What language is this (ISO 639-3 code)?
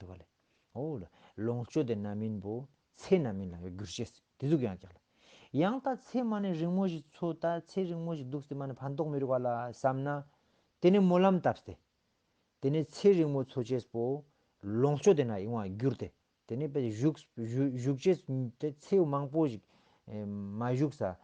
lbj